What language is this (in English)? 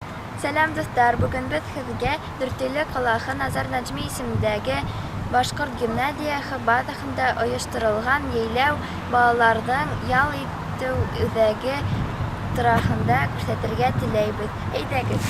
Bashkir